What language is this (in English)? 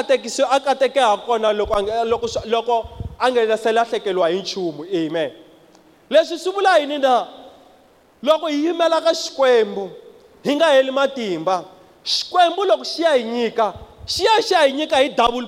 Tsonga